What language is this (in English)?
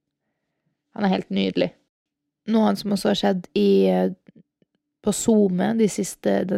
Norwegian